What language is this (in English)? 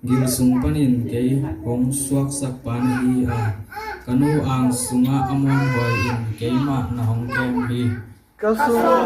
Tedim Chin